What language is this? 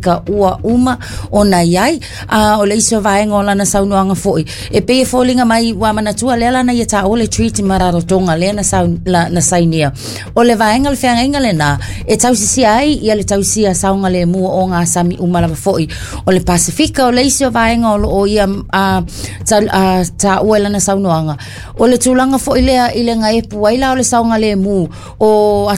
Samoan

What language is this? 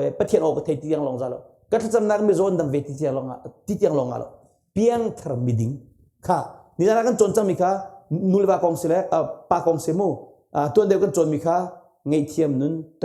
Hakha Chin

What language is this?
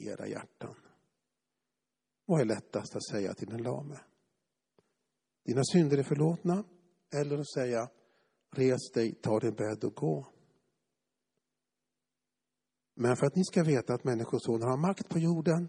Swedish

